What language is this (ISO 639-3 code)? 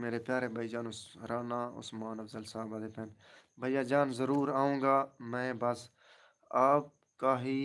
skr